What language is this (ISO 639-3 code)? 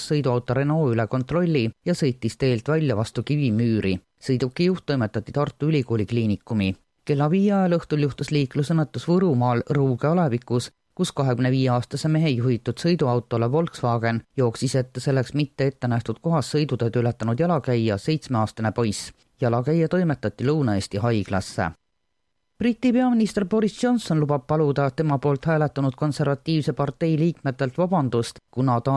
est